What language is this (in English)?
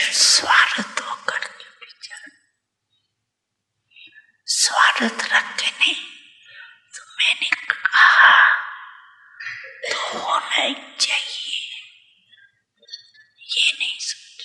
Hindi